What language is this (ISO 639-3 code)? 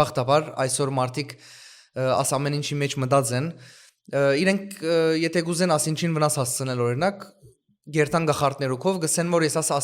hyw